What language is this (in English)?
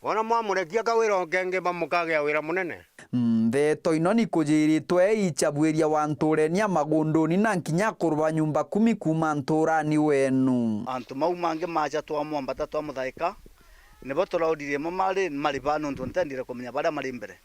Meru